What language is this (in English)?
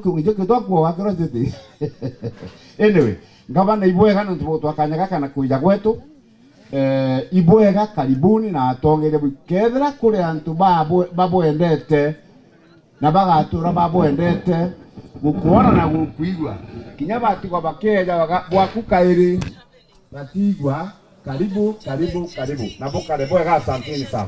Meru